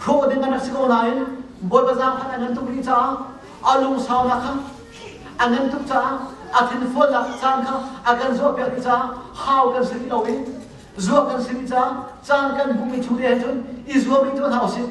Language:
Hakha Chin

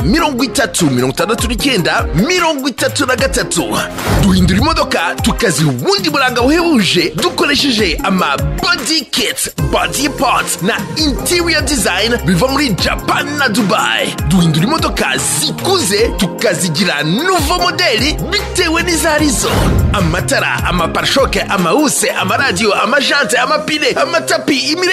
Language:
Kinyarwanda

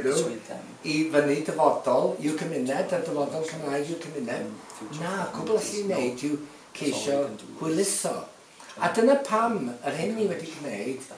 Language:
Welsh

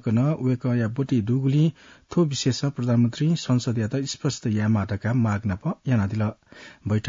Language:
Newari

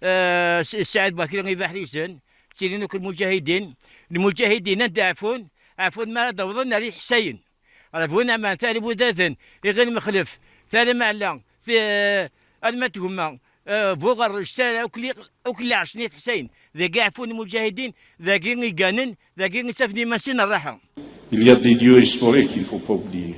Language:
Kabyle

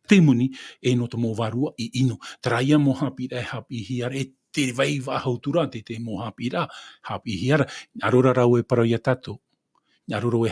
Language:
Tahitian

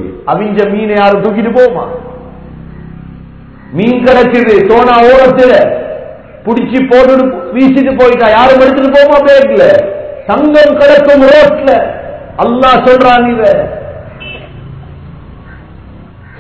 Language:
Tamil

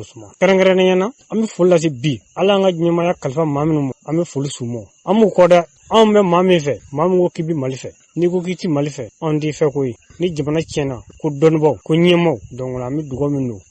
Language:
Bambara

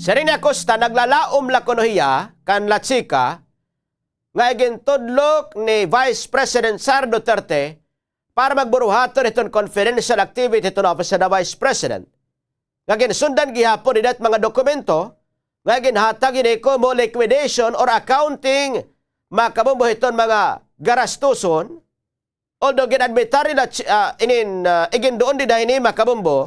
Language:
Waray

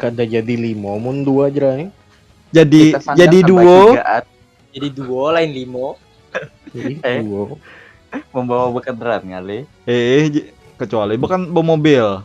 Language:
Banjar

